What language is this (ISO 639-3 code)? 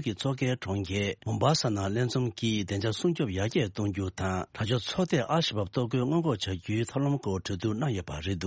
bod